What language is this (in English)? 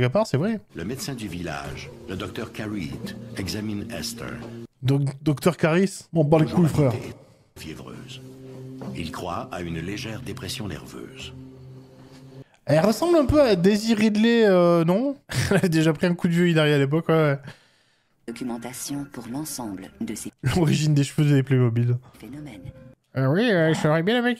French